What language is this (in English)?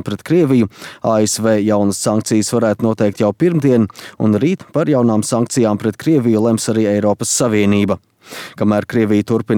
Latvian